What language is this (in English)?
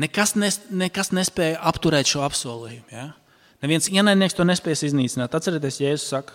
Latvian